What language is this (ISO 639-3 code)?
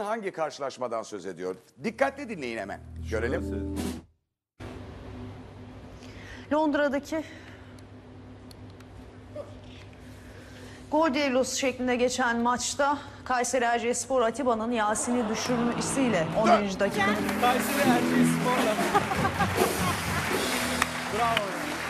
tur